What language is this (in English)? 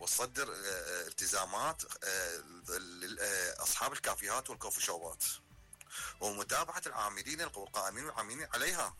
Mesopotamian Arabic